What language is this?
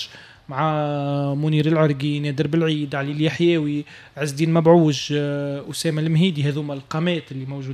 Tunisian Arabic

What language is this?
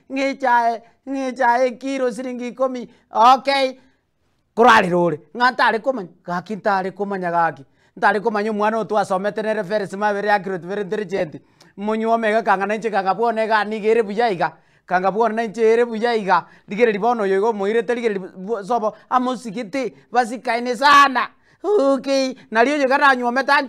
Gusii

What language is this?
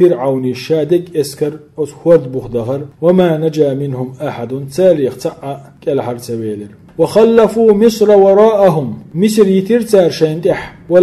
Chechen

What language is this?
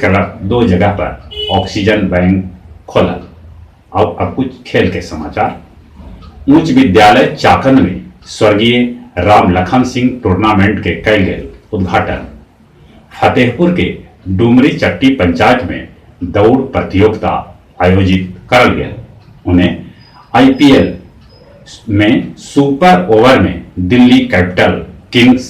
Magahi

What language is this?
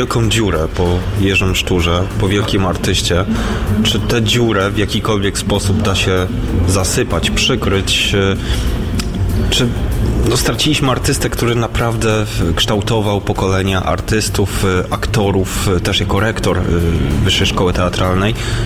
Polish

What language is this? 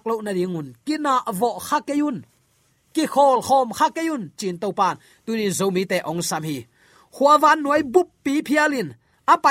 Tedim Chin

